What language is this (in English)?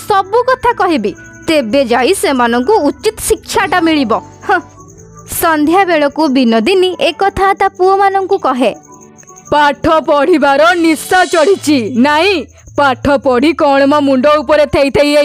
Odia